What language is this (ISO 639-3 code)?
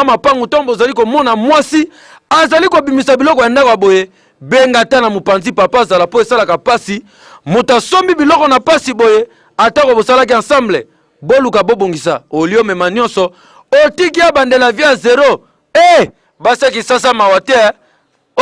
lin